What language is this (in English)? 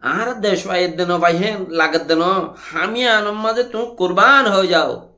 Rohingya